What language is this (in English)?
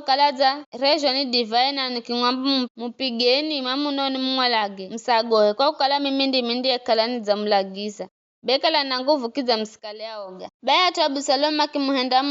Giryama